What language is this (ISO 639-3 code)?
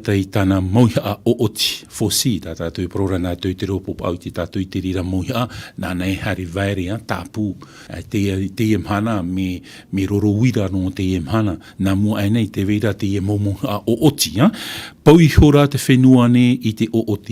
tah